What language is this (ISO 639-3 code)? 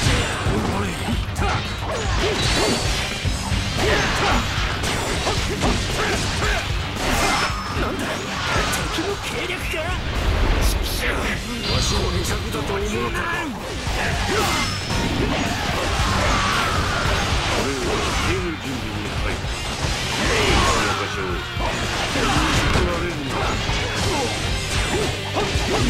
jpn